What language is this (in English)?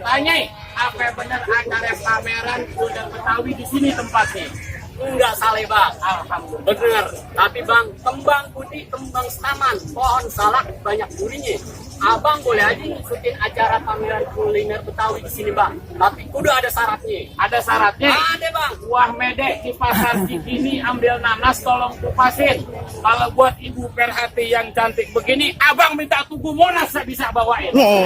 Betawi